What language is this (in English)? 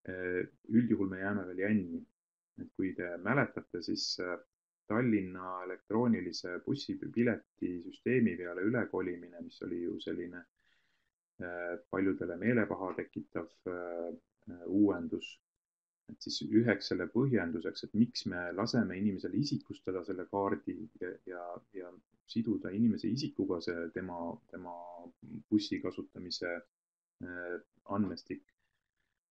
Estonian